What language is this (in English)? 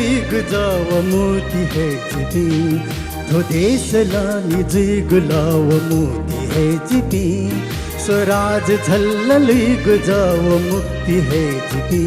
Newari